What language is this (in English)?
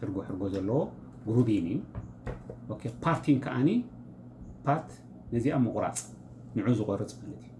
Tigrinya